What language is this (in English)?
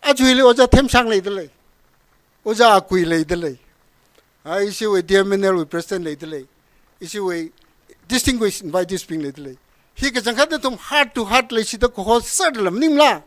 Tangkhul Naga (India)